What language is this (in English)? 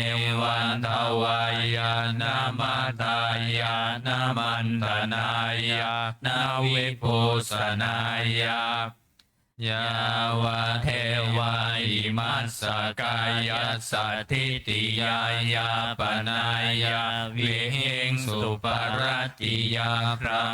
Pali